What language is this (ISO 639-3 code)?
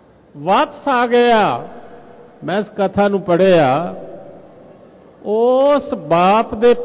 pan